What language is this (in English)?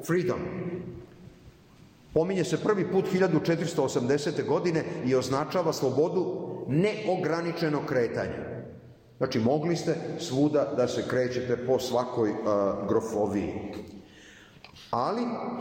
Serbian